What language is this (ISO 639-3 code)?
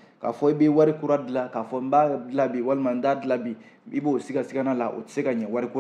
bam